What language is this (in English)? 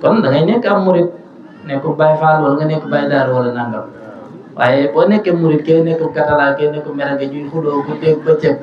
Wolof